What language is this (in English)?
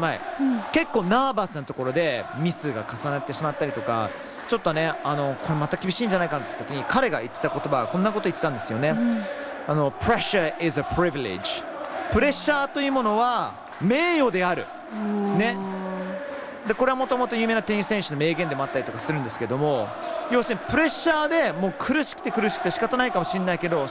Japanese